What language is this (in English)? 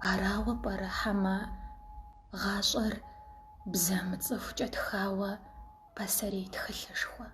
Kabardian